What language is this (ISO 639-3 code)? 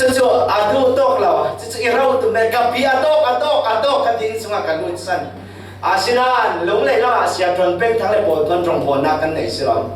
cfm